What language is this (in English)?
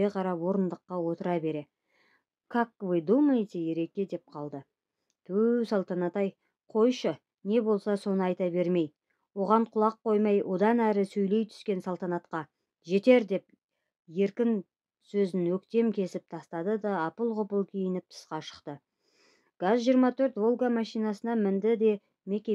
Kazakh